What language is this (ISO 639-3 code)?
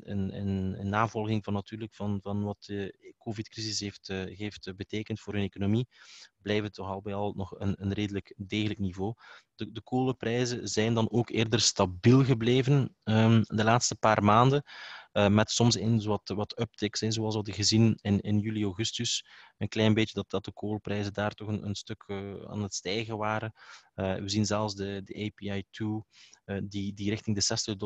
nld